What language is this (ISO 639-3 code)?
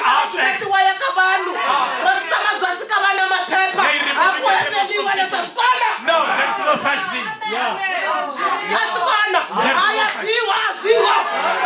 tso